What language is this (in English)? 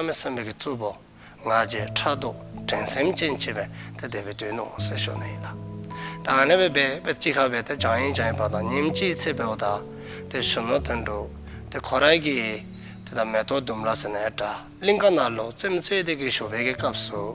Dzongkha